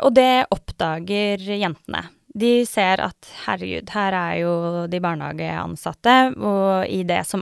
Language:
Norwegian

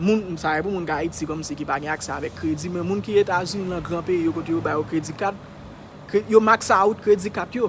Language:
Haitian Creole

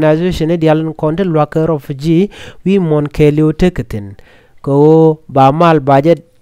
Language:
Nuer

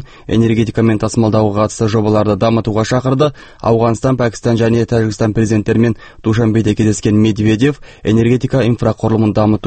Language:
Kazakh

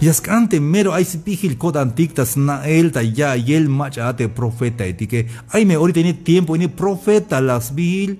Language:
Tzeltal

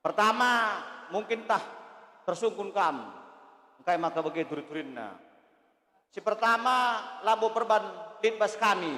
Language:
Batak Karo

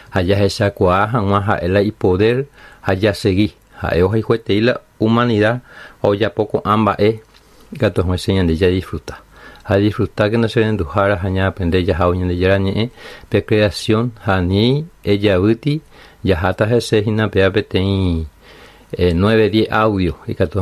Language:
Guarani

